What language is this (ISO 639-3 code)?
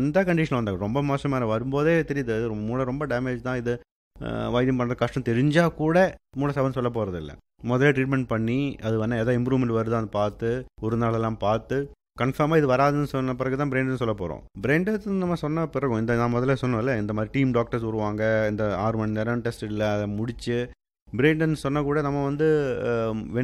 tam